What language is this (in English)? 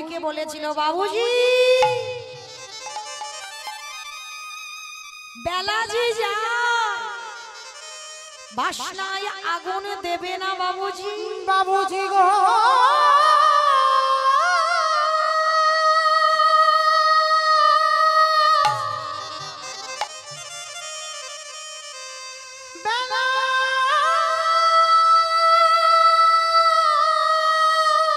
Bangla